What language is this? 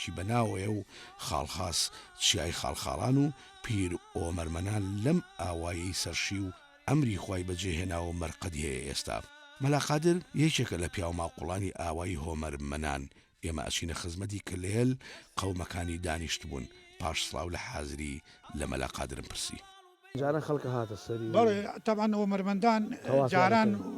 Central Kurdish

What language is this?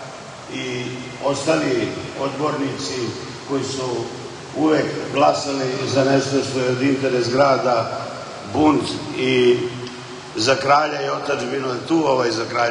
Serbian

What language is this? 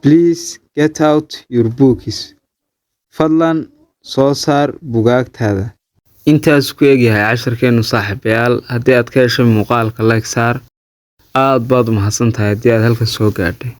Somali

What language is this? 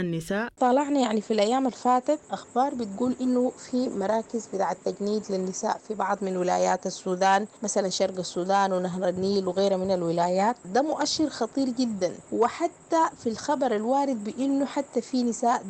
Sudanese Arabic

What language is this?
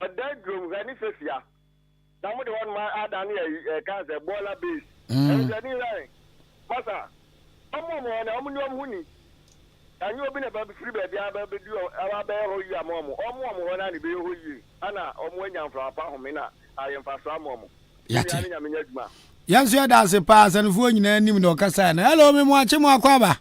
Akan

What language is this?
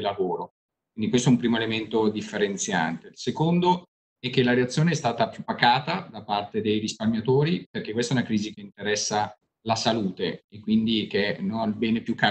Italian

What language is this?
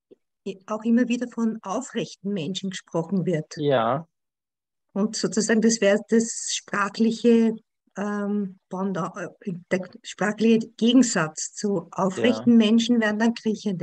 German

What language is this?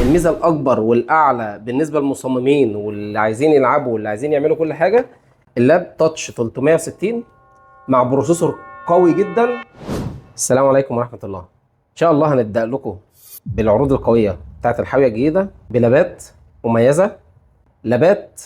Egyptian Arabic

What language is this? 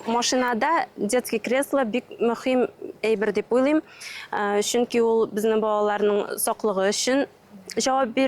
Tatar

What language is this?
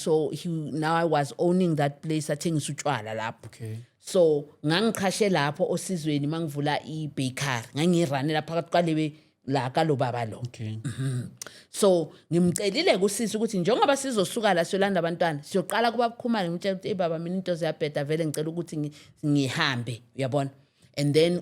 Zulu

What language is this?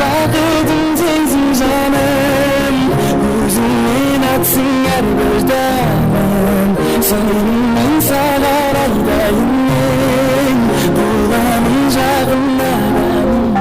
Kara-Kalpak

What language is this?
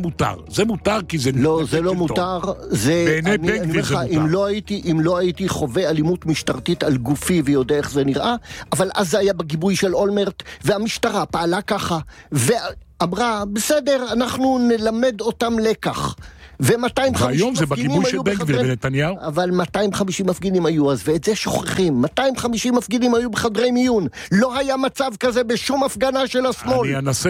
Hebrew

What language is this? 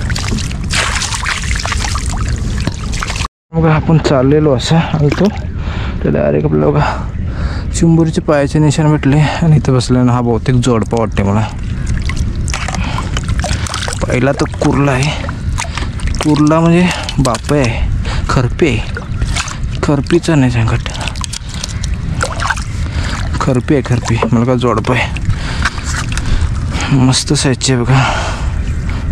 Marathi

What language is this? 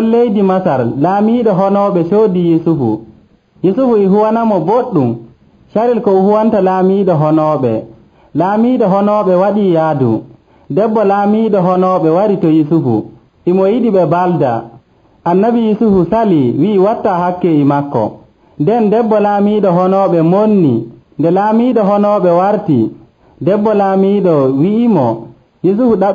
Nigerian Fulfulde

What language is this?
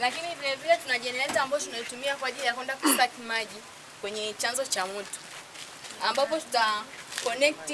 Swahili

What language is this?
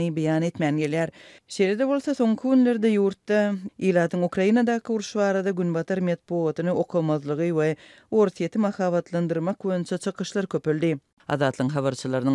Turkmen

